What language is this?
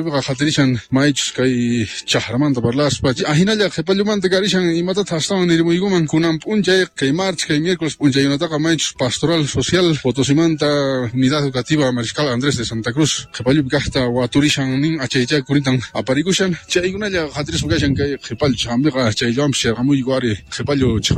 Quechua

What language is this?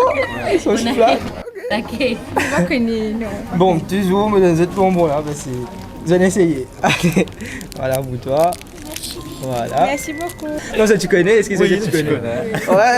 Morisyen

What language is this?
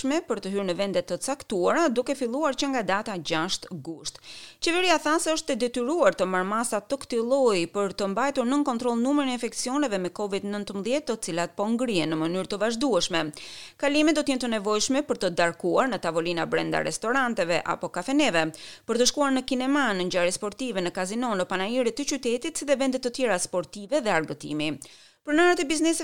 Albanian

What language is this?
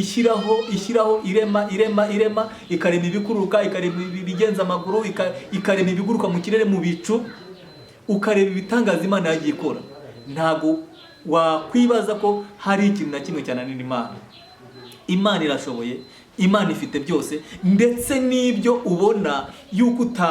Kinyarwanda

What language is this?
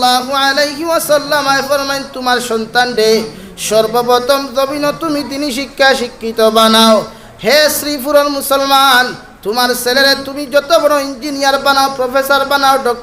Sylheti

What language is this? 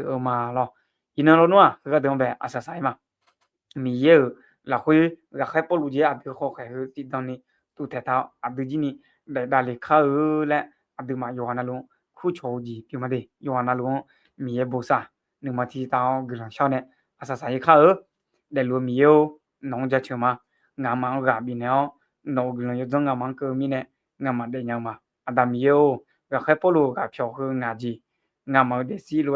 Akha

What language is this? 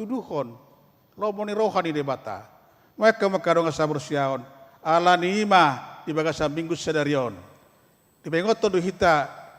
Batak Toba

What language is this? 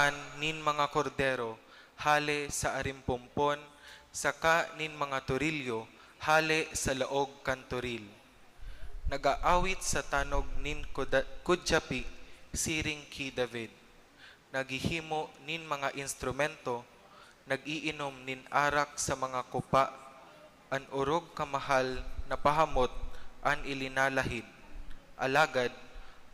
Bikol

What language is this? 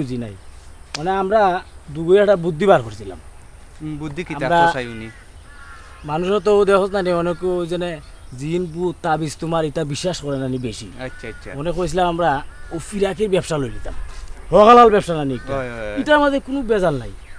Sylheti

